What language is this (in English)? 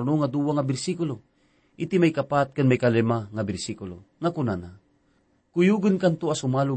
Iloko